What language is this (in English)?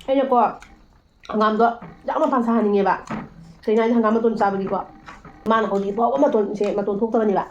Manipuri